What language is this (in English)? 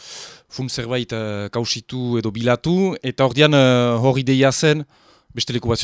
Basque